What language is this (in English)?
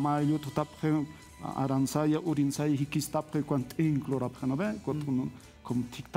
Aymara